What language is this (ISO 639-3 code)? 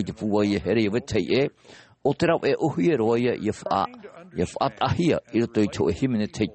tah